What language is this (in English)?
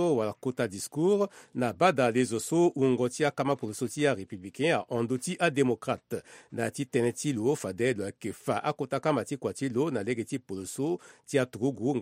Sango